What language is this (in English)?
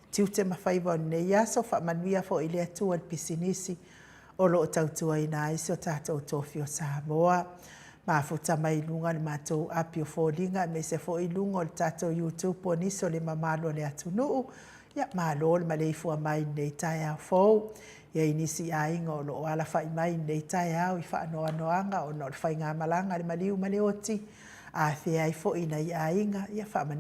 Samoan